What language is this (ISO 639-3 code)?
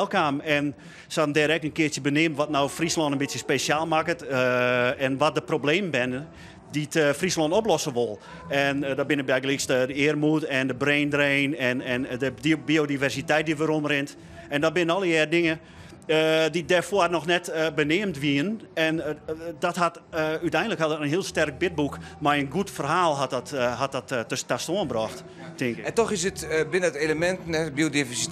fry